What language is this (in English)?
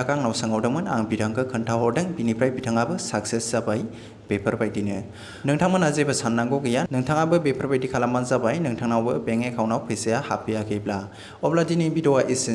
Bodo